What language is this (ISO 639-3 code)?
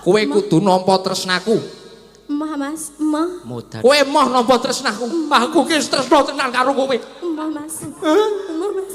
jav